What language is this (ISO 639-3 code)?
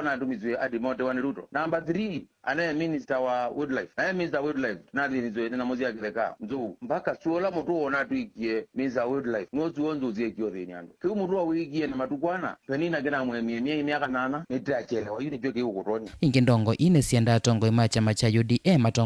kam